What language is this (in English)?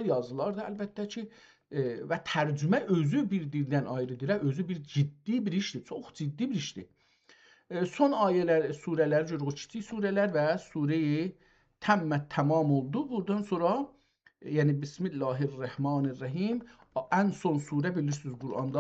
South Azerbaijani